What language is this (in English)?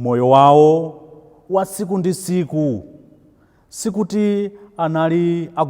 Nyanja